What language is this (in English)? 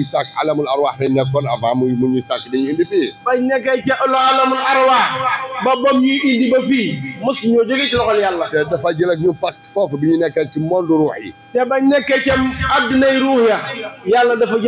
Wolof